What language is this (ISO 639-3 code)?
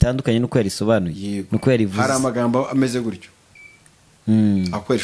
kin